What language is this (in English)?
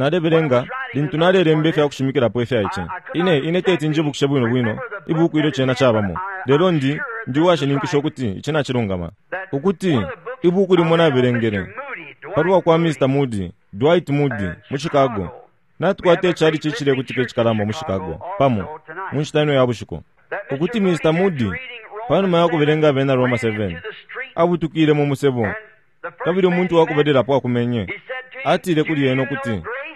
Bemba